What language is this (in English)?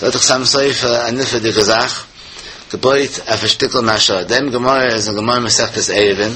Yiddish